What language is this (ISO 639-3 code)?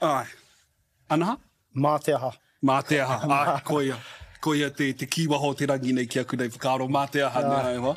mri